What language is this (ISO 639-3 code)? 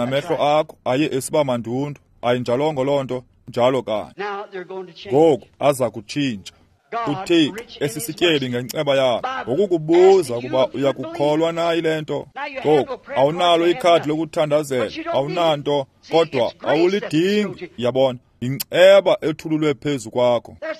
xho